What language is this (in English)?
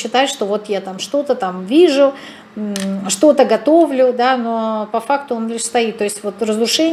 Russian